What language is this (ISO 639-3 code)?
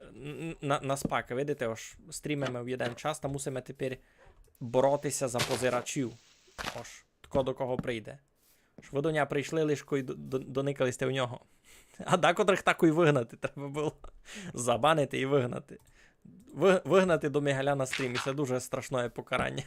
rue